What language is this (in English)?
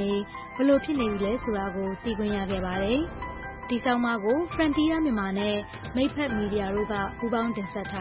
Burmese